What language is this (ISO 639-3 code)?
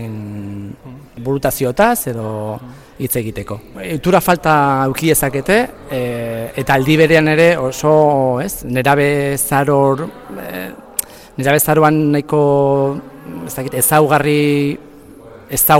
eus